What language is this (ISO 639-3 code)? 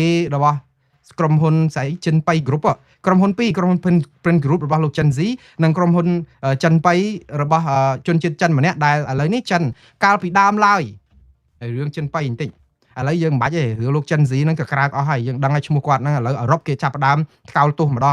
khm